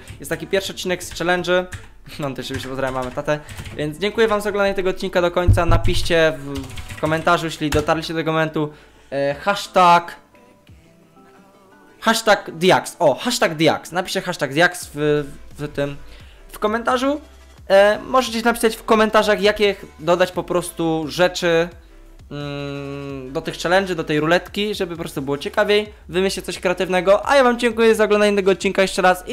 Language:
Polish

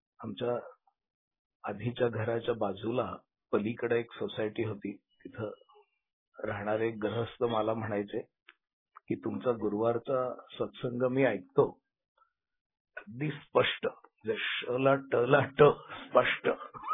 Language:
Marathi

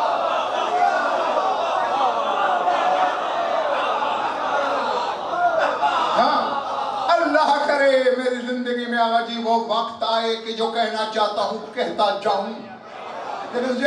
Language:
Urdu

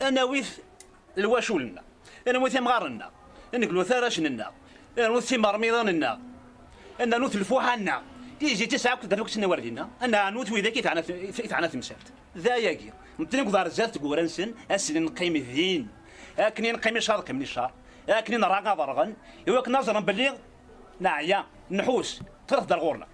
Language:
Kabyle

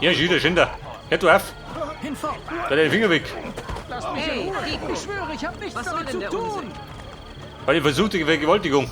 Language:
Bavarian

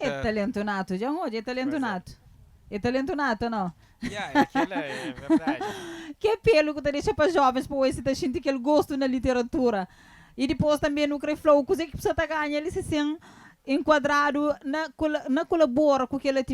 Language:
Kabuverdianu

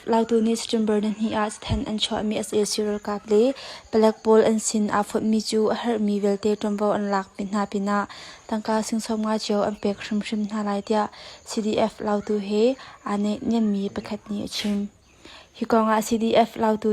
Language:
Hakha Chin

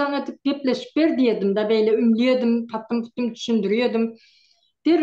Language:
Turkmen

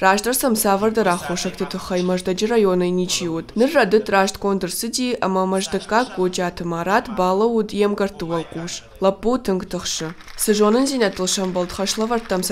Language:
Ossetic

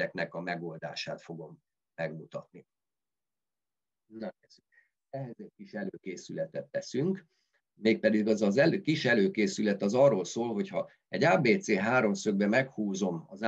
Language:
Hungarian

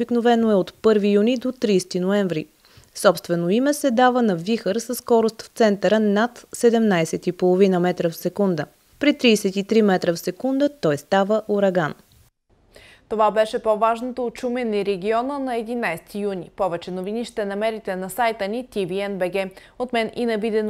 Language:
Bulgarian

